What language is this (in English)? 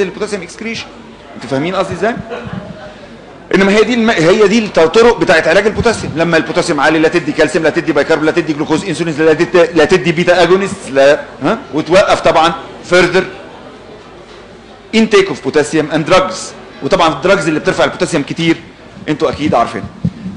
Egyptian Arabic